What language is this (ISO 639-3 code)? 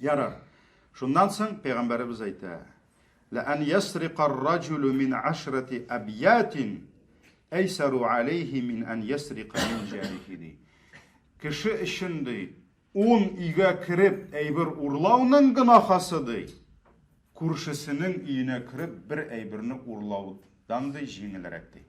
tat